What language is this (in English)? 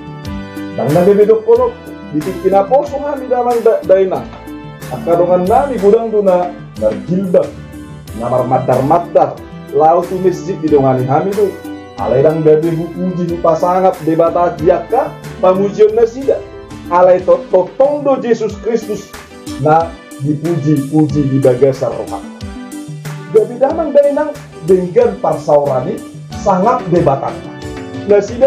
Batak Toba